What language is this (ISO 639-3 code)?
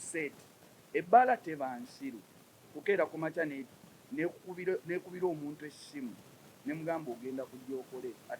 lug